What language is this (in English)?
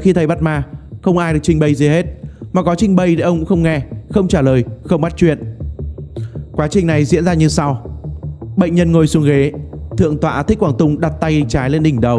Vietnamese